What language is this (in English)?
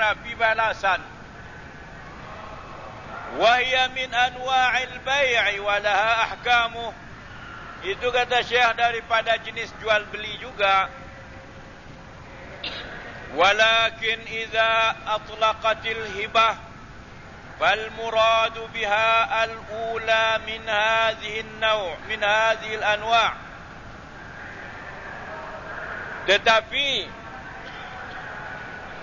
Malay